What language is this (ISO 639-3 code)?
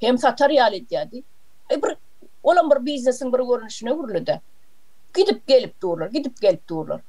tuk